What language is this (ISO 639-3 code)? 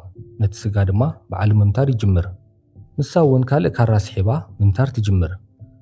tir